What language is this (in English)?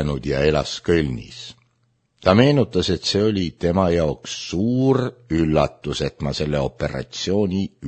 Estonian